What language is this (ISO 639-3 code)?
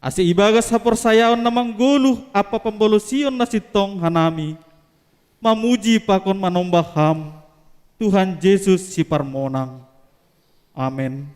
bts